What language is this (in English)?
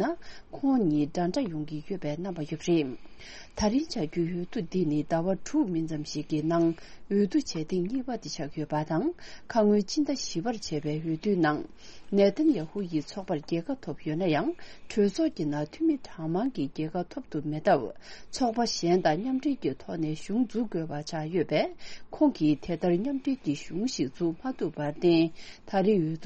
Tibetan